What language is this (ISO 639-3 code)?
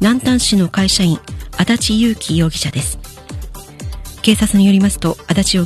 jpn